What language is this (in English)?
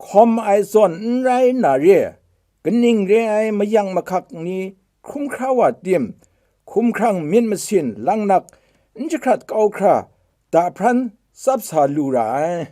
Kachin